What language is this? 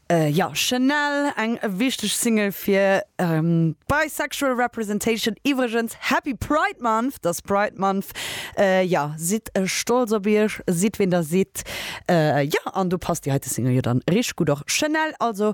Luxembourgish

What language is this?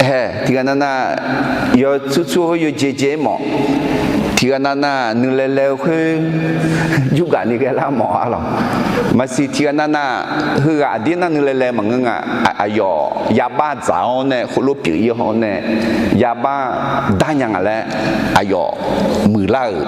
Akha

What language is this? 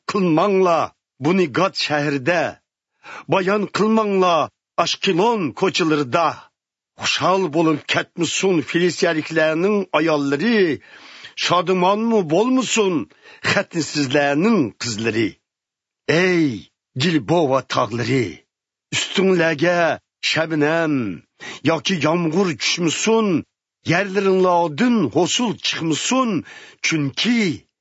Uyghur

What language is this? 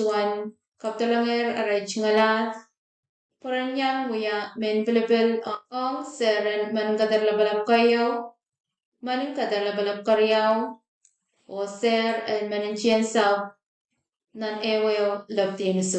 Pohnpeian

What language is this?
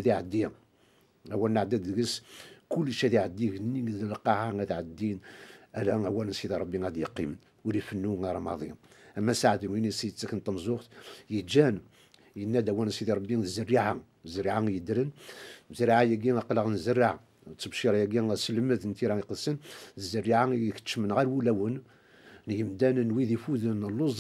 Kabyle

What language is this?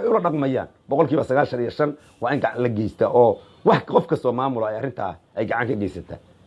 Somali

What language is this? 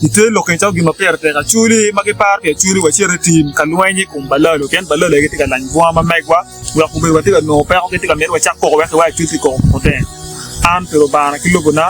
Acoli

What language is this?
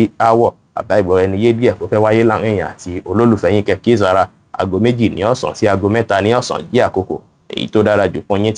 Yoruba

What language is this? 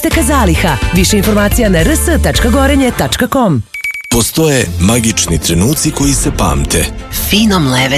Serbian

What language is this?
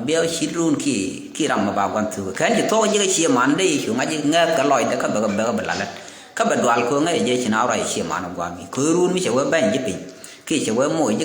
Nuer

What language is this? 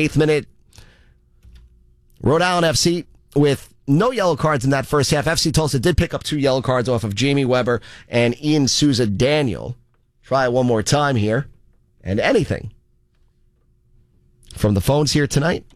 English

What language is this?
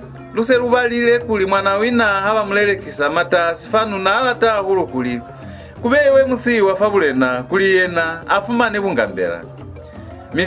Lozi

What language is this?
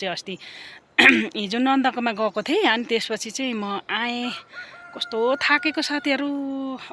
Nepali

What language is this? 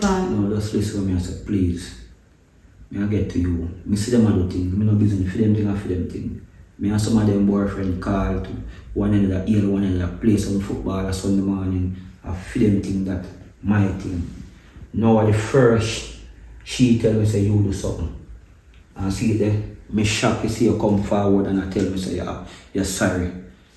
Jamaican Creole English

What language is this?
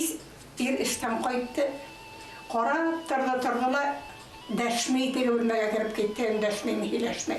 Bashkir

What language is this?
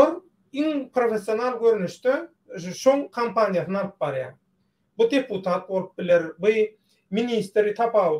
Turkmen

